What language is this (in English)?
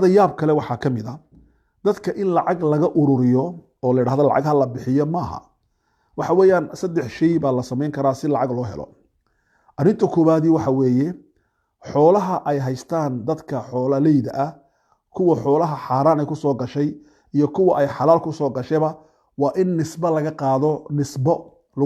Somali